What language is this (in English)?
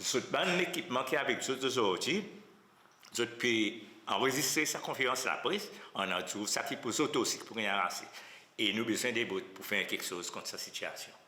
Seselwa Creole French